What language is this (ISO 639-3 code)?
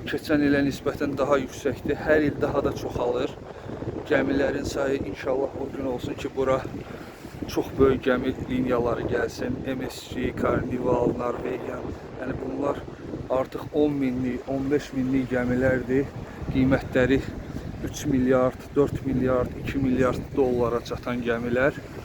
aze